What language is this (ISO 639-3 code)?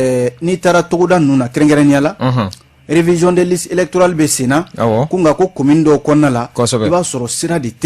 bam